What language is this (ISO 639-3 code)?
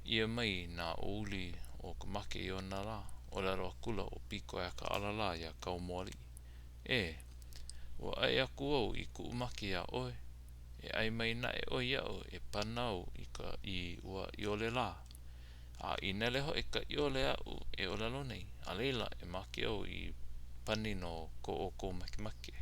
haw